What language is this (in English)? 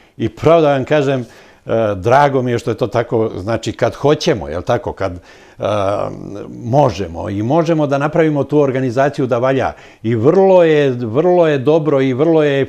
Serbian